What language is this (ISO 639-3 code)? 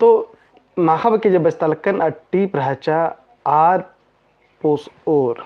kru